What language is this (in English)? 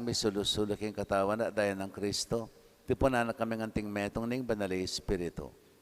Pampanga